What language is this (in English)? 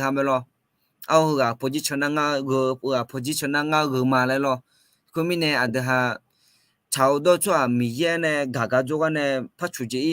Akha